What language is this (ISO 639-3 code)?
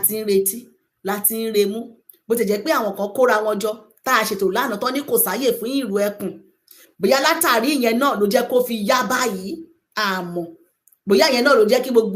yor